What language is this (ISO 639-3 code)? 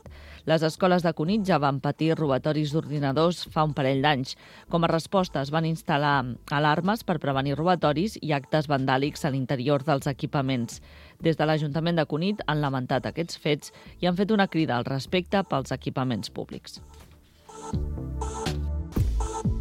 cat